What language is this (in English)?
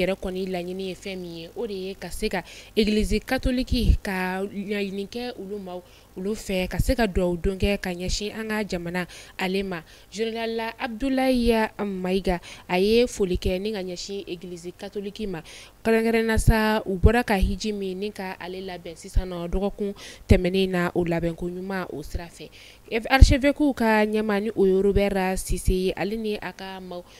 Bambara